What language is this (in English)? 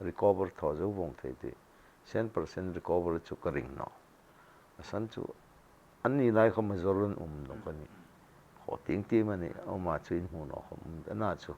Hmar